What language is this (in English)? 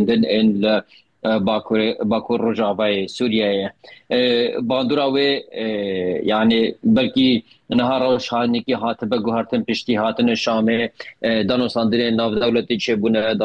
Kurdish